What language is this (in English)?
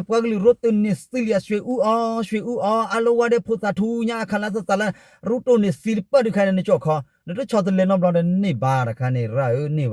S'gaw Karen